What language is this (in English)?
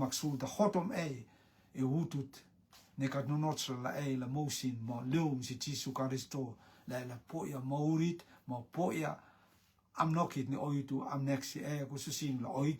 Rotuman